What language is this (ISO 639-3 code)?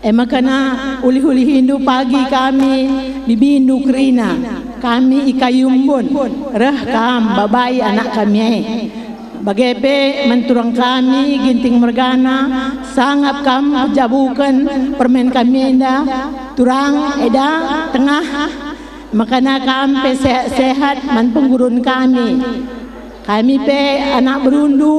btx